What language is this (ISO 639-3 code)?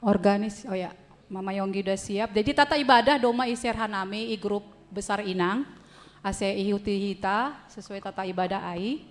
bts